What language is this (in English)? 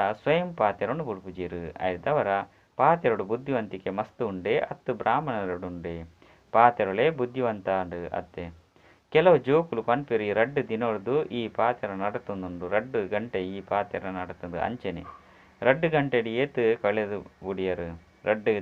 Tulu